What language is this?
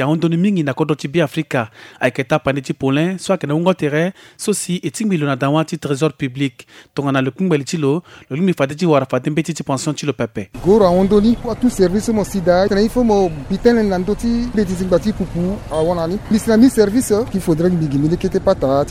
Sango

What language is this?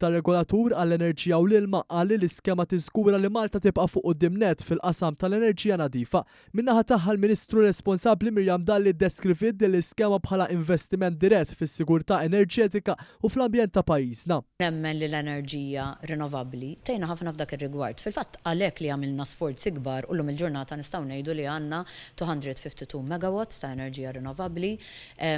Maltese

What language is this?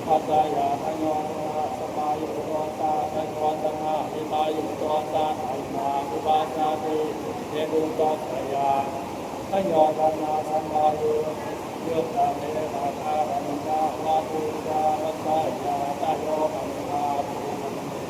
Pali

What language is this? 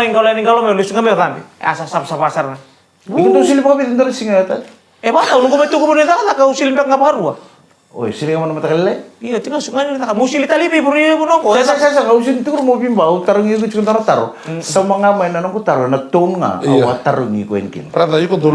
Fijian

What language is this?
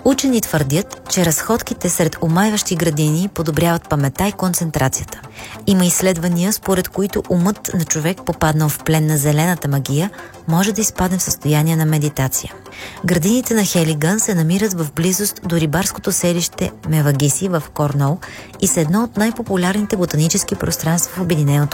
Bulgarian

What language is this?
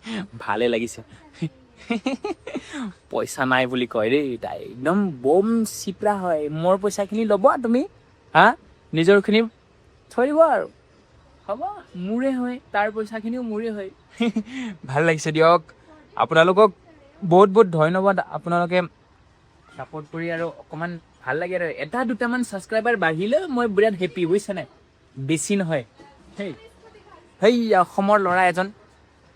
Assamese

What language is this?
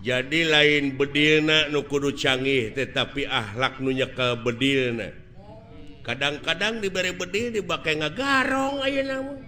Sundanese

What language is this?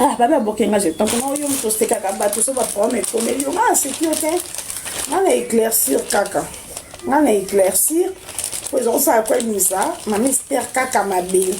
Lingala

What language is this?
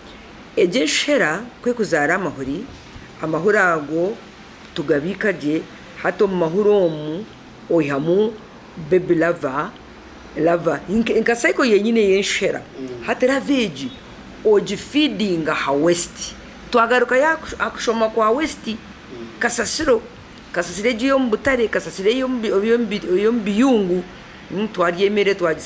Nyankole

